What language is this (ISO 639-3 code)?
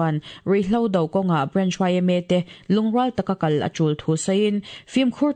lus